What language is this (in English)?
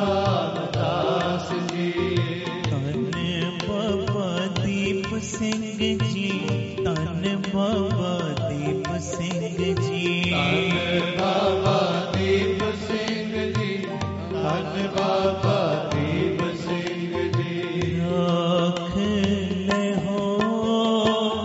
Punjabi